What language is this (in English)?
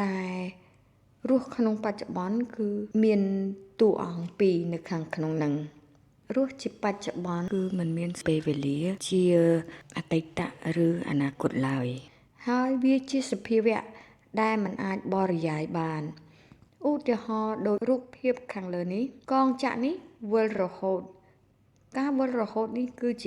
Khmer